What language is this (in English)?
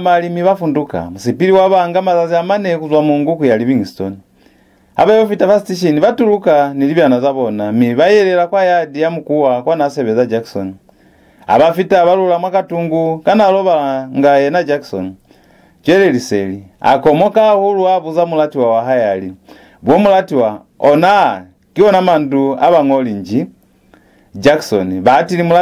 Lozi